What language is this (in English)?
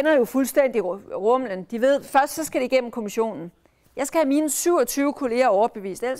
Danish